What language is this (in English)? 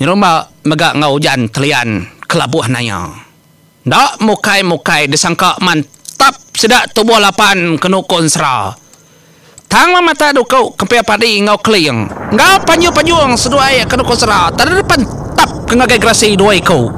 Iban